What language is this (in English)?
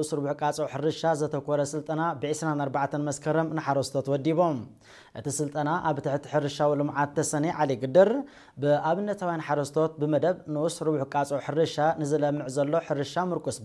Tigrinya